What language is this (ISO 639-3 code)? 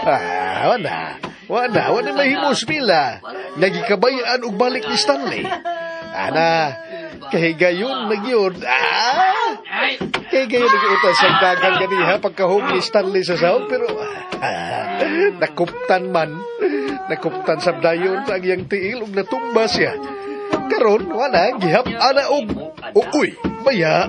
ceb